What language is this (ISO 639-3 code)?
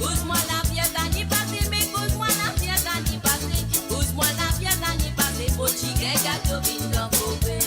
mfe